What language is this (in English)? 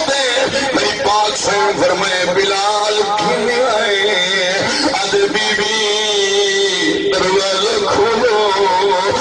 Saraiki